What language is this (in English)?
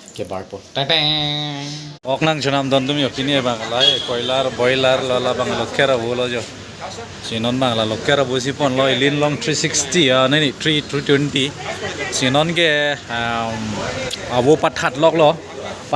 Karbi